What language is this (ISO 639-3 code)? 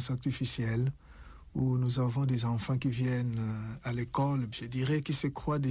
fra